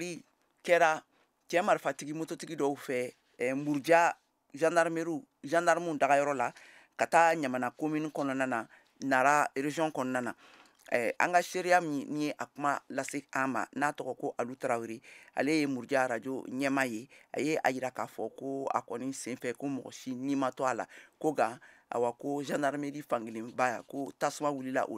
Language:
Bambara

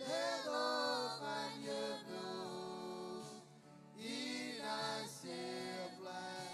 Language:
Marshallese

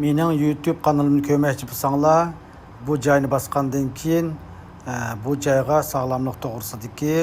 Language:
Uyghur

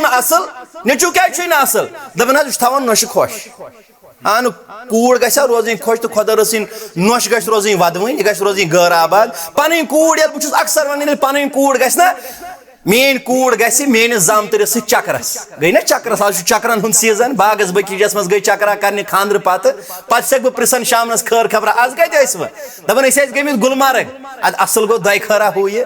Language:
Kashmiri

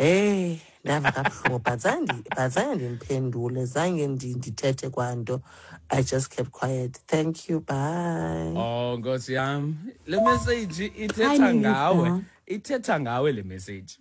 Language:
Xhosa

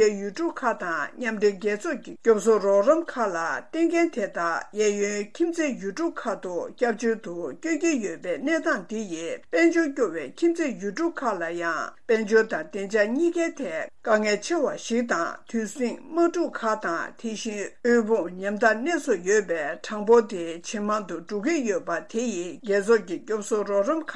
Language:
Tibetan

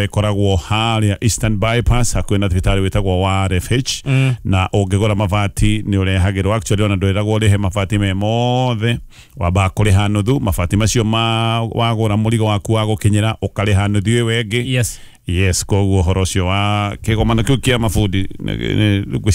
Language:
Kikuyu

